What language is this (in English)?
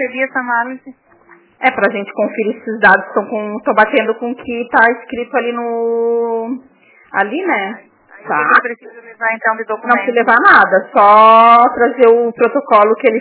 Portuguese